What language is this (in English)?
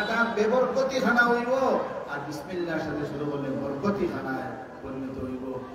Sylheti